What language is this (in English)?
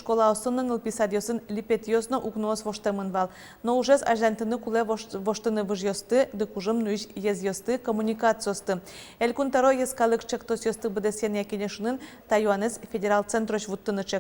Udmurt